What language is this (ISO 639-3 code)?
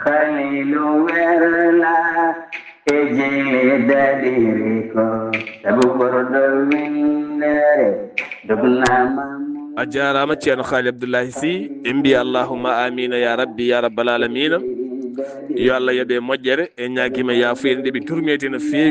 ful